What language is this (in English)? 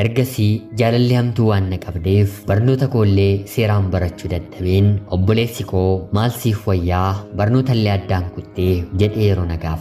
Oromo